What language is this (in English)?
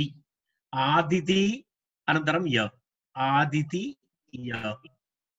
Sanskrit